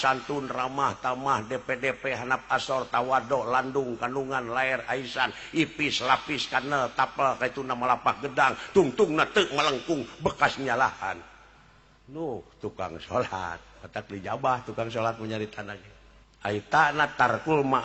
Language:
Sundanese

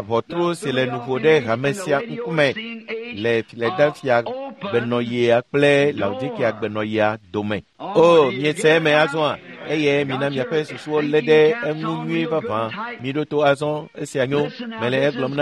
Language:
Ewe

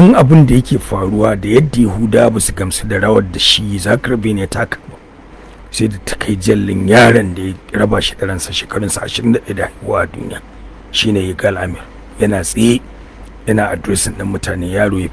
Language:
Hausa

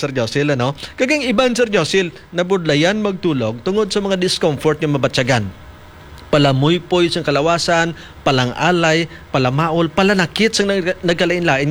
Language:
Hiligaynon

